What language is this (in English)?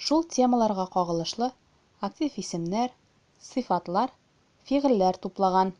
Tatar